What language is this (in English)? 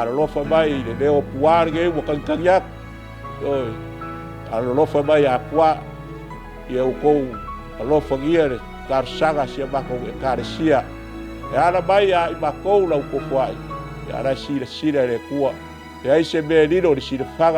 Samoan